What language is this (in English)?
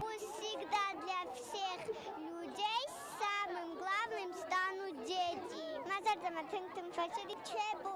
Ossetic